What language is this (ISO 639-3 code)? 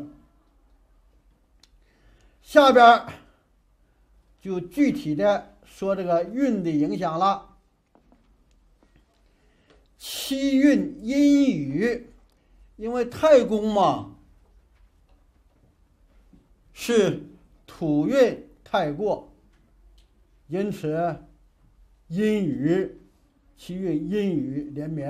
zho